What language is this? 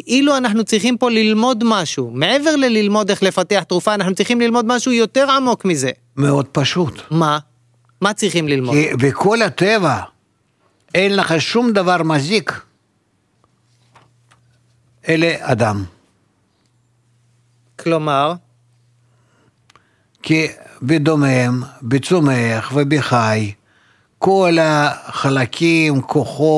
Hebrew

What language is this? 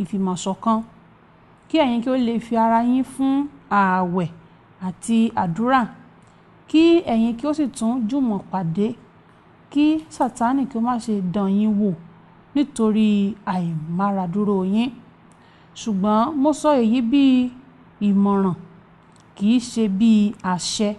Yoruba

